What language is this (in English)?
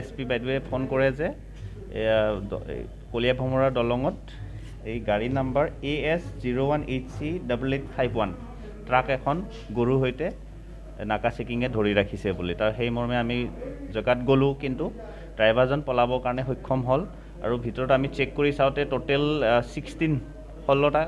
Assamese